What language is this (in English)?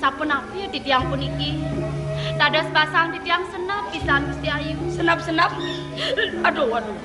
Balinese